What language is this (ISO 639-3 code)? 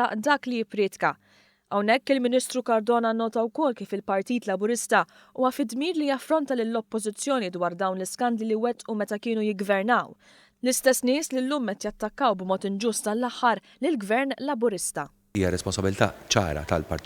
mlt